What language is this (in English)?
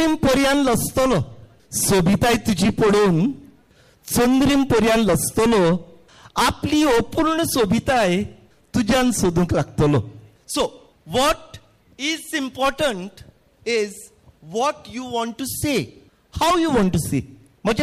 Konkani